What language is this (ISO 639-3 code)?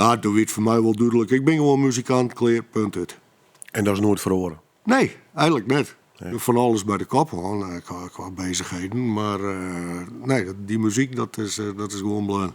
fry